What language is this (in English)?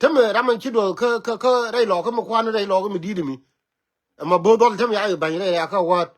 Nuer